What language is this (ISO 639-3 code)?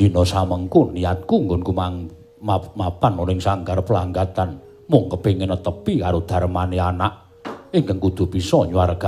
jav